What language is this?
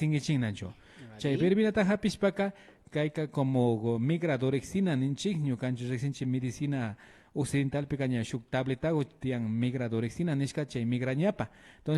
Imbabura Highland Quichua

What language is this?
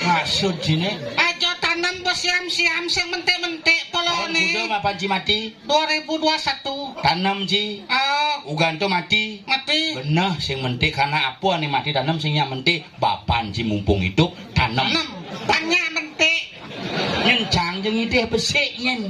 Balinese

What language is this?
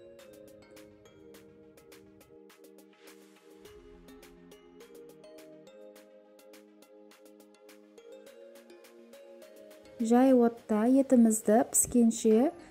Kazakh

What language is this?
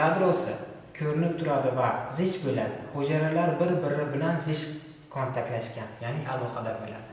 Uzbek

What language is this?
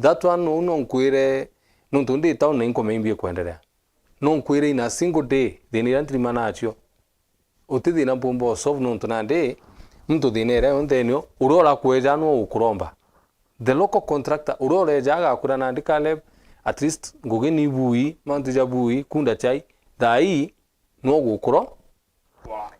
Meru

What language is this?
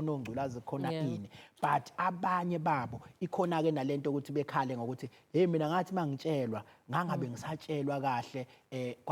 Zulu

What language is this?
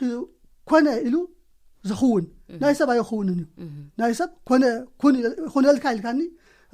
Tigrinya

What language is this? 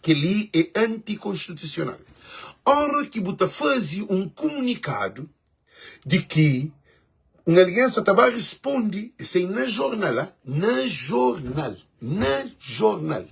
Kabuverdianu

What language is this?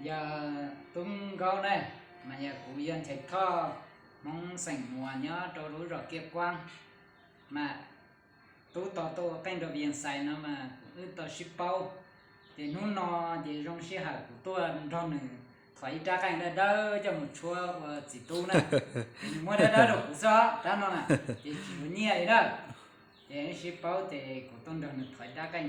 Hmong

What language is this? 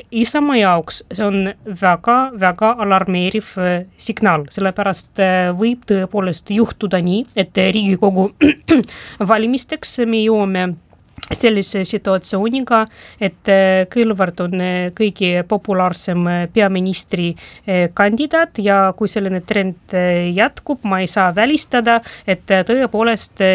Estonian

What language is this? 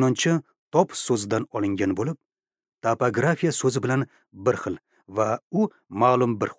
Uzbek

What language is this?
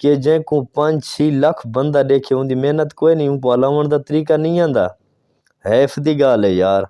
Saraiki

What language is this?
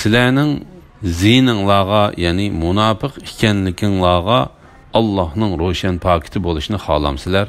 Uyghur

